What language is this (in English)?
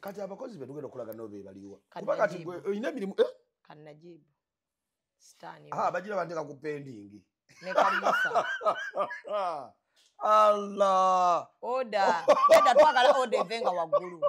Ganda